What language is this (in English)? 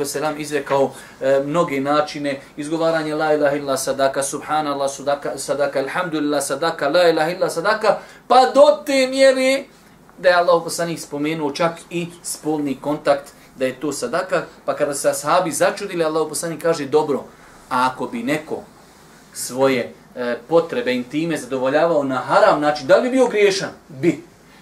Bosnian